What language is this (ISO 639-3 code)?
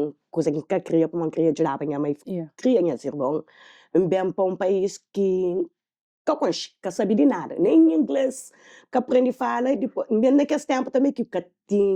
kea